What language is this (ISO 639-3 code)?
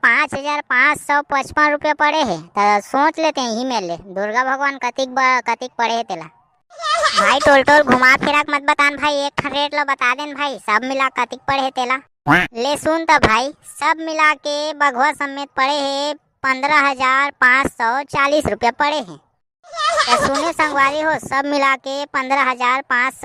hne